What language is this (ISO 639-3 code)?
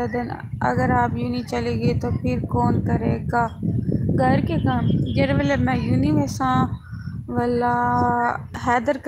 skr